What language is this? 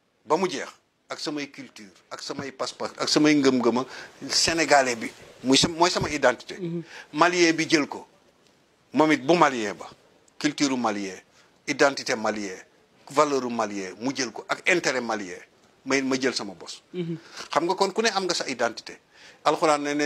Wolof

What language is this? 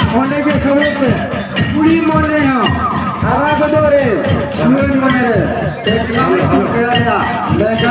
Santali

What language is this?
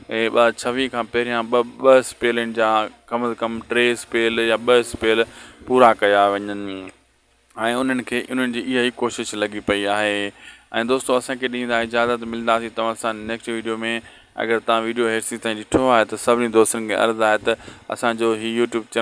Sindhi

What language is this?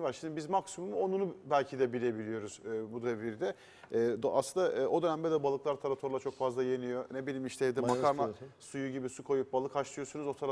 Turkish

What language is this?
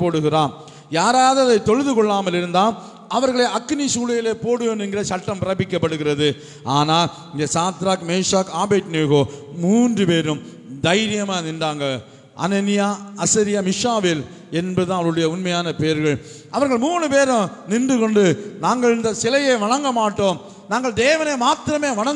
Tamil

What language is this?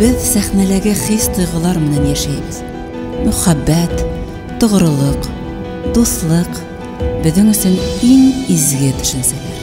Bashkir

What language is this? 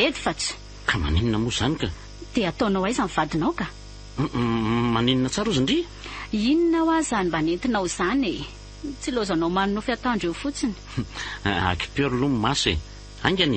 Malagasy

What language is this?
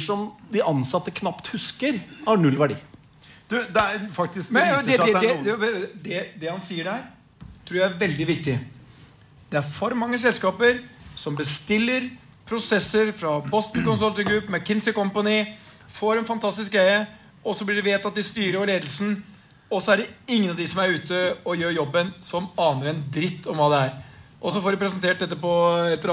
Norwegian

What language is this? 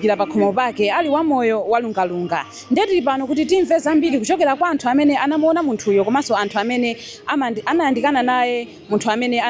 Nyanja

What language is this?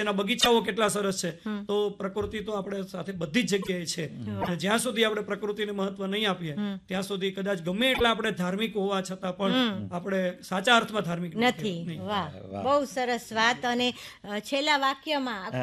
Gujarati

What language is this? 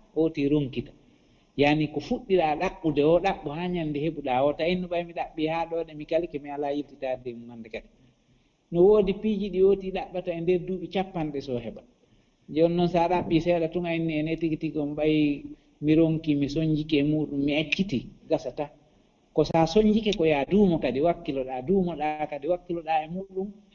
Fula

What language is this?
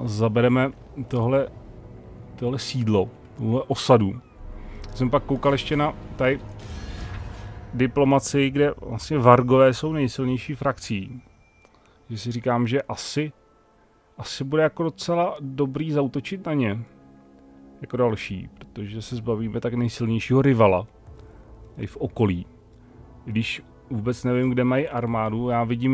Czech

